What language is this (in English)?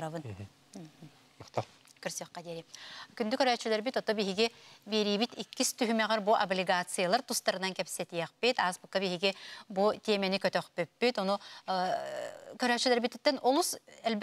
Yakut